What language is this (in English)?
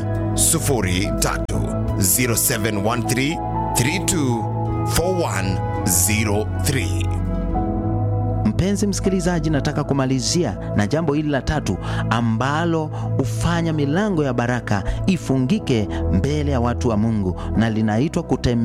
Swahili